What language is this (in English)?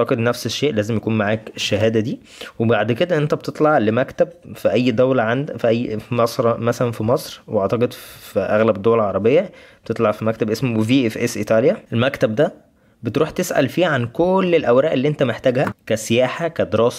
Egyptian Arabic